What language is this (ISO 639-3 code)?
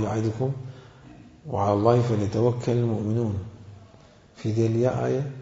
acm